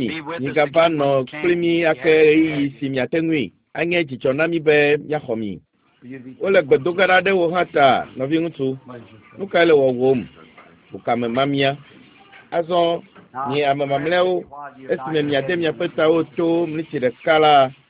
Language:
Ewe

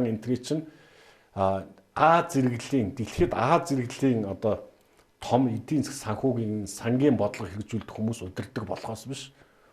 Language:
Mongolian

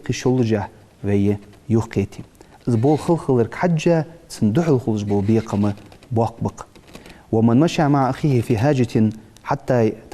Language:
Ingush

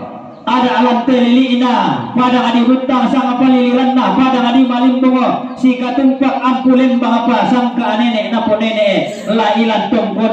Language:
Toraja-Sa'dan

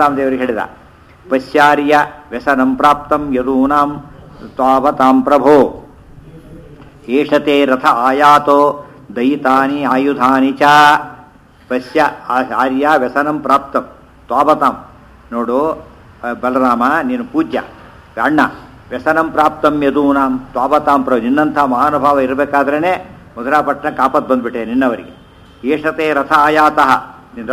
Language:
Kannada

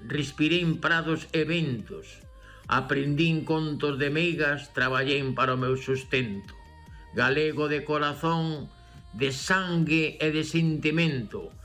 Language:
Galician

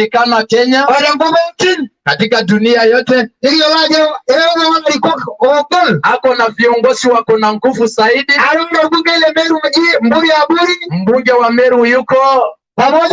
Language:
Masai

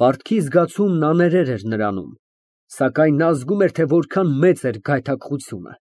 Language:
Armenian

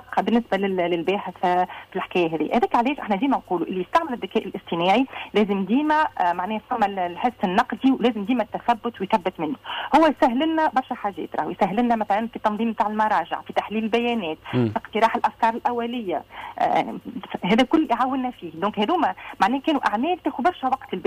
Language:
Tunisian Arabic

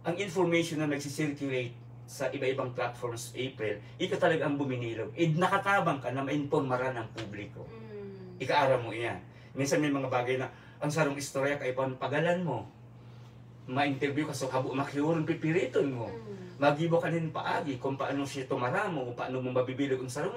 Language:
Bikol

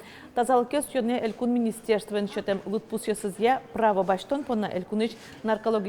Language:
Udmurt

